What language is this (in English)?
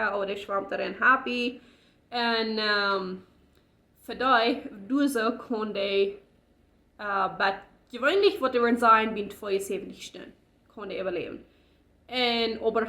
Plautdietsch